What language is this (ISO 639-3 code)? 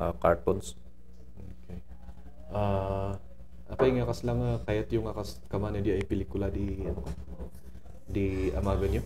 kne